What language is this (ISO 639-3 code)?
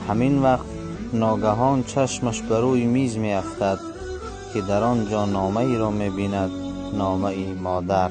tgk